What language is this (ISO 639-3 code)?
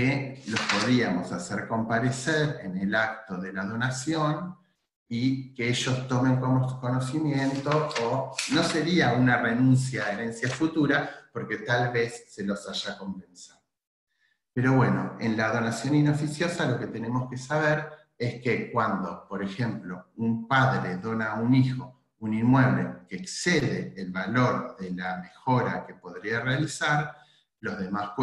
spa